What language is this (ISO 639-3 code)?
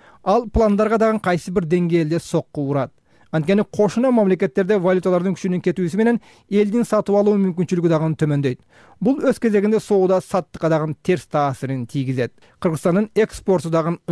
kir